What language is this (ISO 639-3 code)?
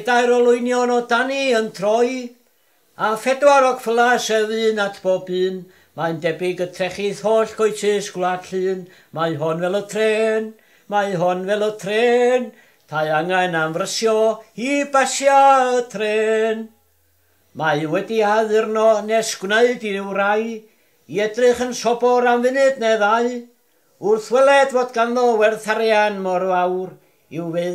cym